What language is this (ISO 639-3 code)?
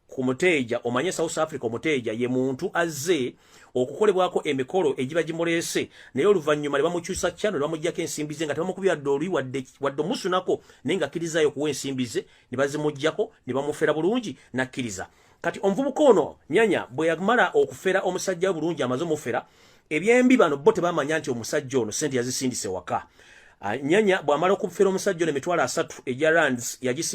lug